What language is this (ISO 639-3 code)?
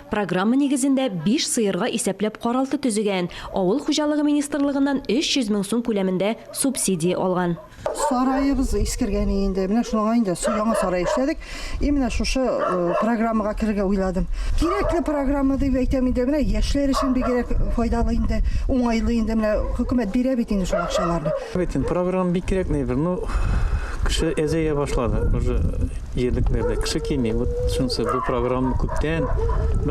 tat